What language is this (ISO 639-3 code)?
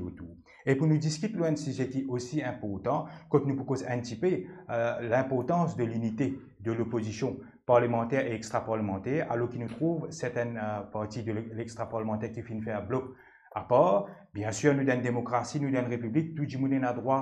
mfe